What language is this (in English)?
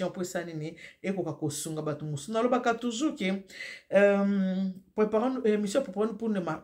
Lingala